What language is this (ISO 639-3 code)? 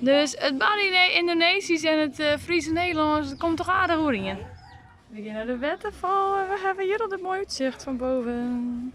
fry